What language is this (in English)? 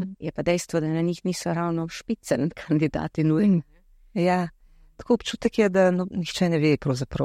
Slovenian